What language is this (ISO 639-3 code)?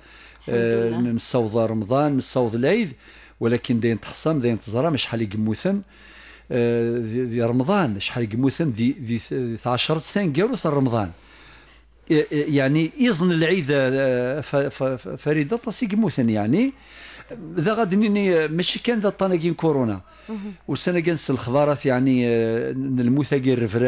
kab